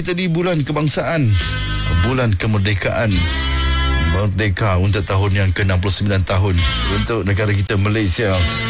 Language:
Malay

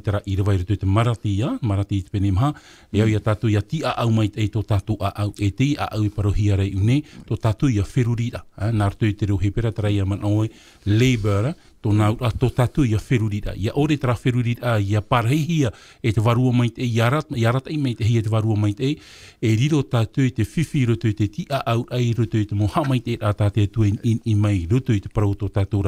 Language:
Tahitian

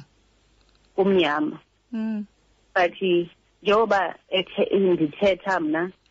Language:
Xhosa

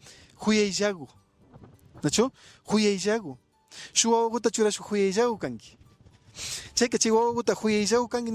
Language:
Imbabura Highland Quichua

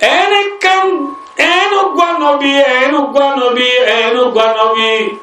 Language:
Rohingya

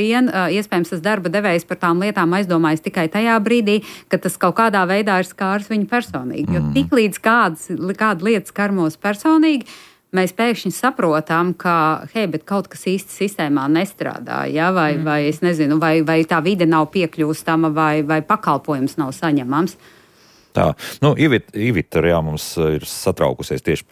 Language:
Latvian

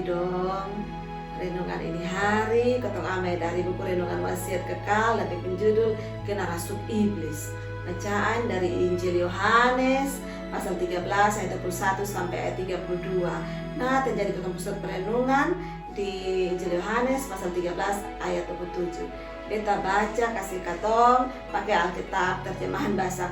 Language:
Kupang Malay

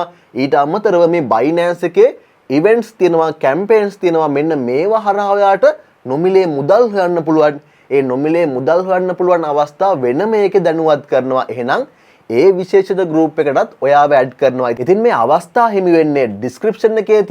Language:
Sinhala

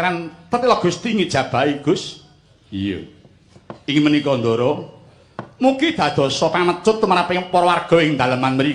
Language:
Javanese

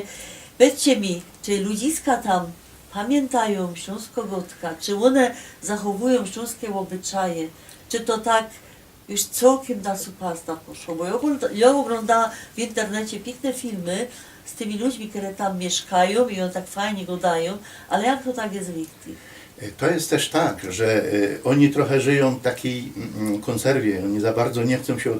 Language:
Silesian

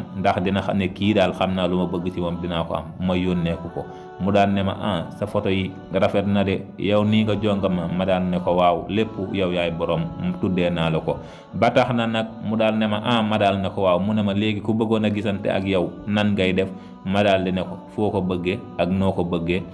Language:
Wolof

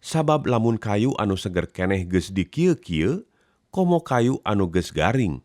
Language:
Sundanese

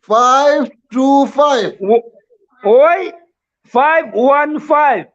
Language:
Hmar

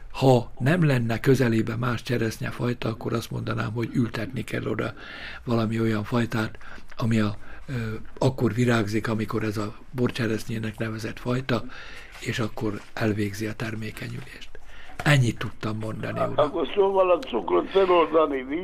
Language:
Hungarian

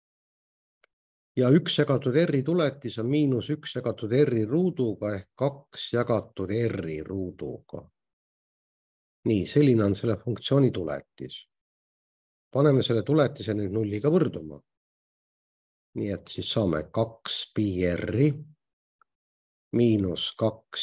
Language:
Estonian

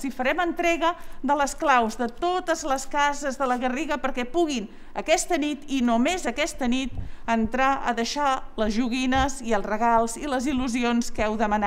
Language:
Catalan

